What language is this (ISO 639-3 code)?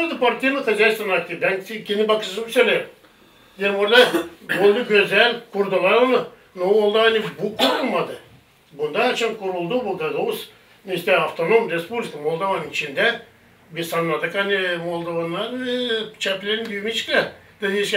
gag